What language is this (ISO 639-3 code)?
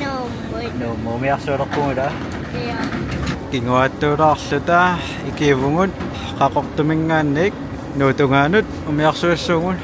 kal